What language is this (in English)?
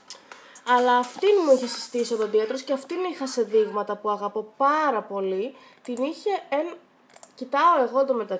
Greek